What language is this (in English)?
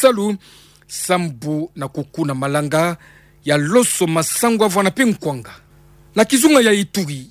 Kituba (Democratic Republic of Congo)